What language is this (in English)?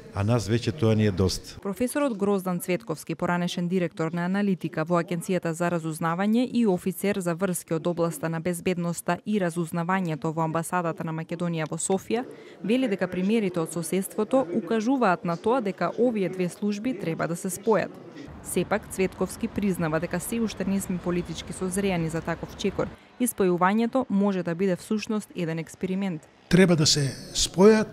Macedonian